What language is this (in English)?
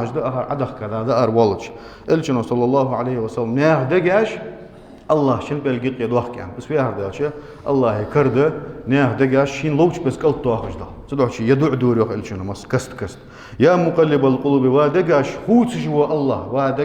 Ingush